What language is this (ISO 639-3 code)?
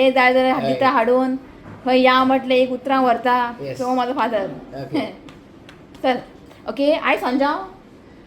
kok